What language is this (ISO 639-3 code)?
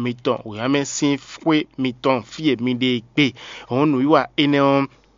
fon